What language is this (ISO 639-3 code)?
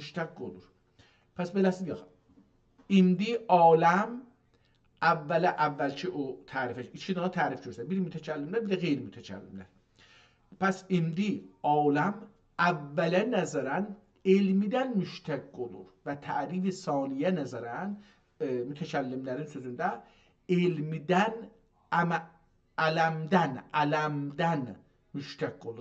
azb